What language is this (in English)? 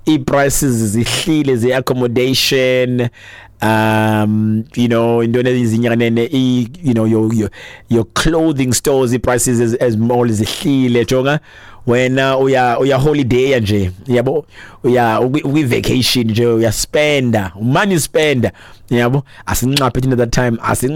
Xhosa